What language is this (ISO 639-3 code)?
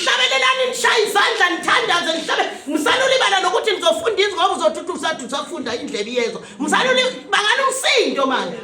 zul